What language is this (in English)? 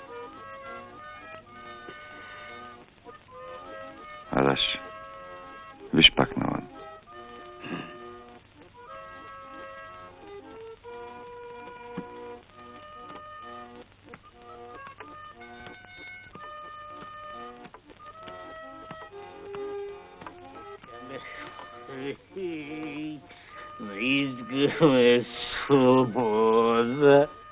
Bulgarian